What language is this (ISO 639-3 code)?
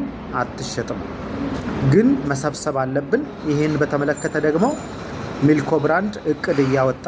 amh